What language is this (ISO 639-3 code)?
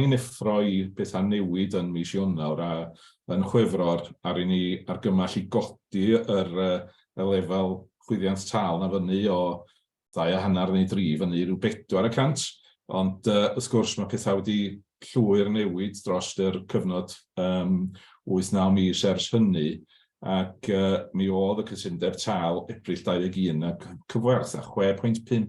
cym